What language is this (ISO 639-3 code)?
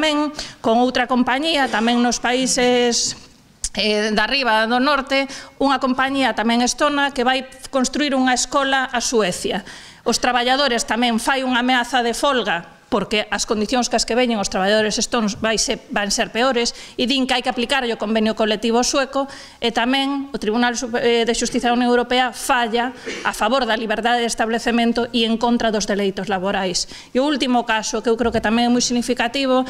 glg